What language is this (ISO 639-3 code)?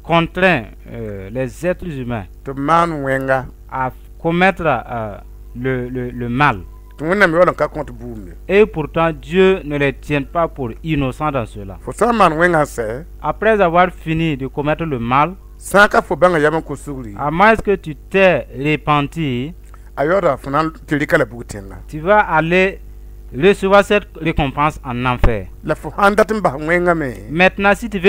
mos